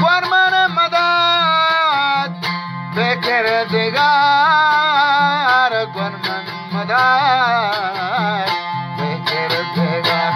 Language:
Eastern Balochi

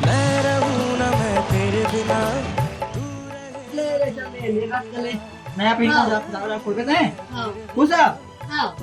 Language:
Chhattisgarhi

